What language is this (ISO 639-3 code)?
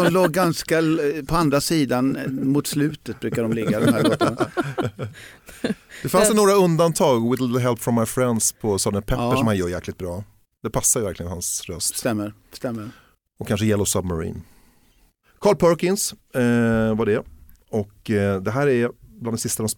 swe